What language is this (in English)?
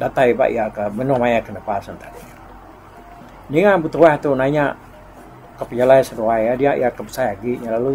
Iban